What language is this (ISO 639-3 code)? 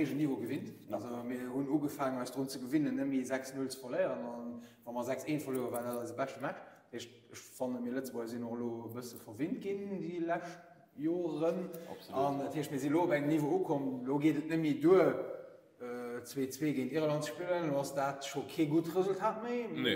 ltz